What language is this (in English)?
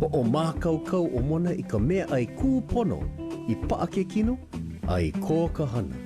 Hawaiian